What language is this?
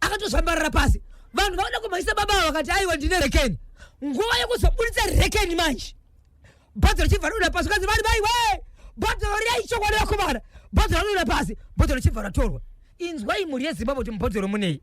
Shona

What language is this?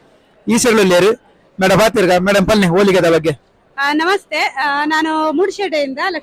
Tulu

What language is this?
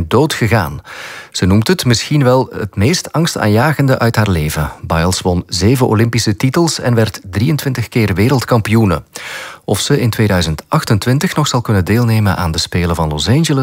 Dutch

